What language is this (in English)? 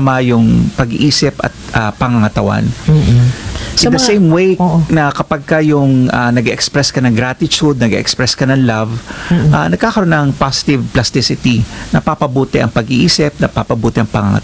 Filipino